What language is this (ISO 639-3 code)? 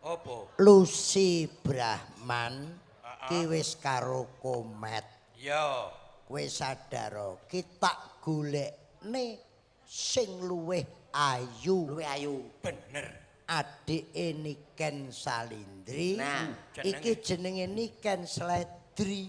jav